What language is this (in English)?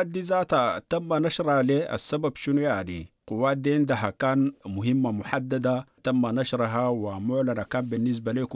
Sudanese Arabic